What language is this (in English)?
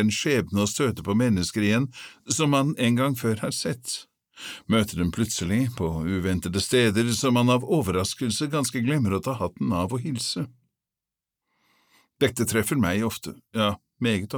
Norwegian